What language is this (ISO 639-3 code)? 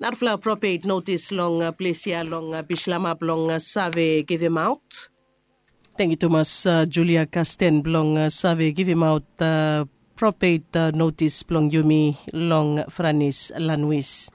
bis